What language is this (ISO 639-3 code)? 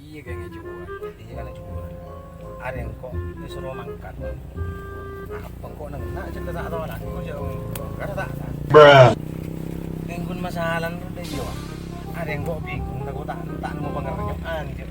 mad